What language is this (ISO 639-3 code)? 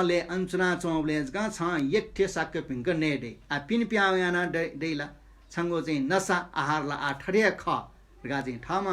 new